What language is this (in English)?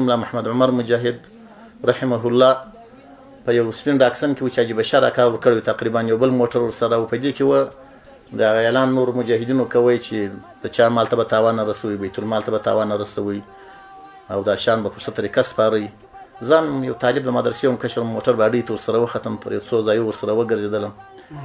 Pashto